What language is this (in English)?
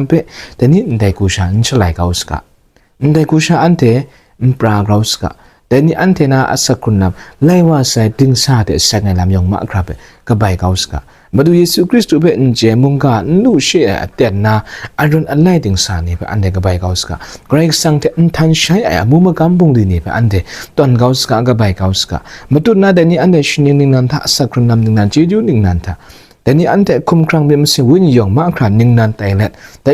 Kachin